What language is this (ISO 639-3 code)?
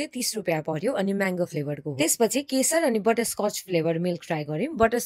nep